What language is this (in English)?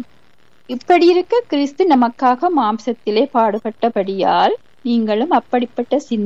Tamil